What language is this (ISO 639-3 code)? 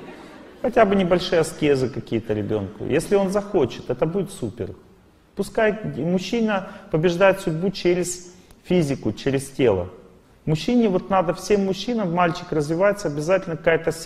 rus